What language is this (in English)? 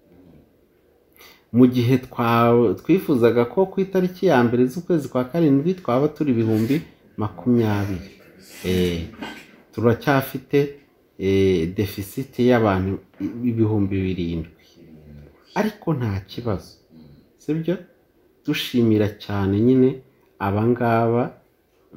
Kinyarwanda